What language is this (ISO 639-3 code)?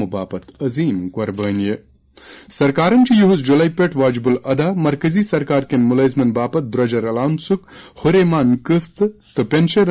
kas